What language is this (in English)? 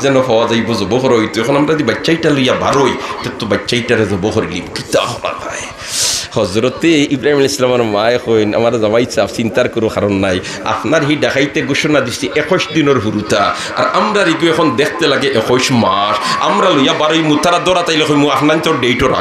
Sylheti